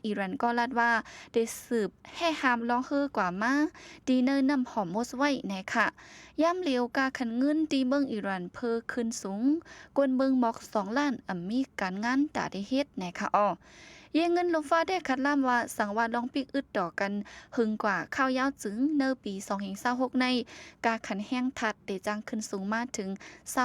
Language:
Shan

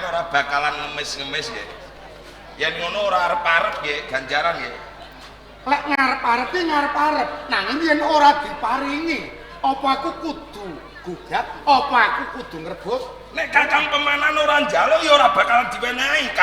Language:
Javanese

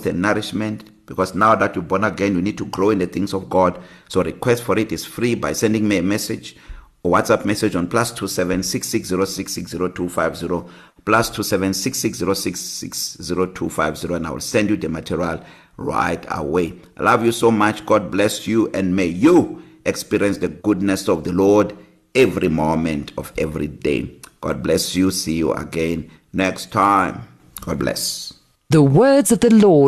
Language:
English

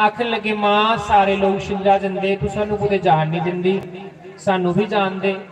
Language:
Dogri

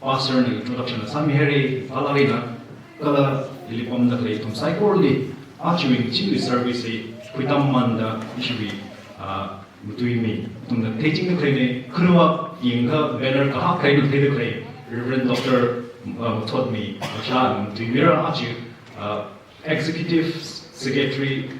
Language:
Tangkhul Naga (India)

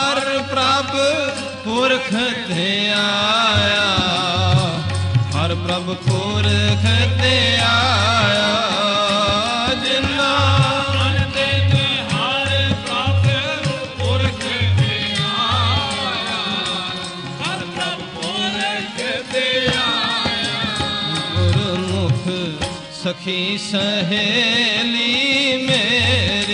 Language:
Punjabi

